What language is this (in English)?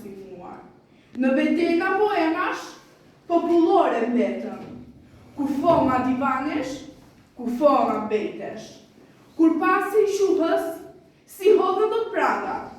Albanian